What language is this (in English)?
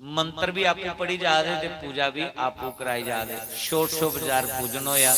Dogri